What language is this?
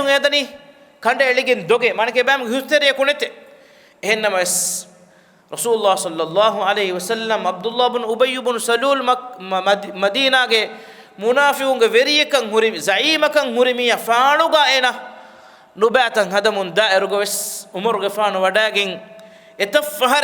Divehi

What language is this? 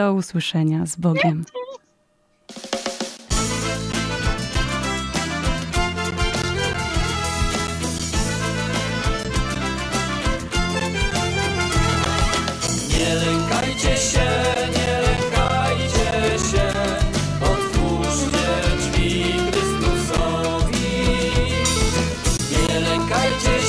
Polish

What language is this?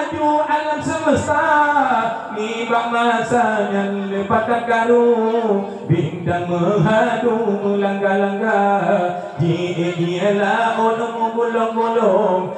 Achinese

